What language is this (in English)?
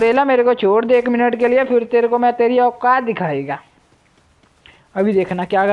Hindi